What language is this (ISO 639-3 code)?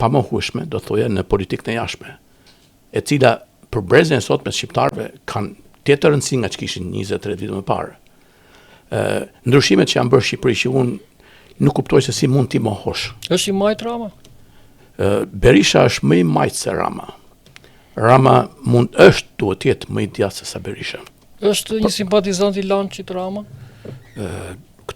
sqi